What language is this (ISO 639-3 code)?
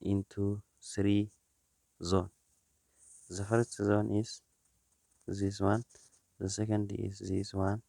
eng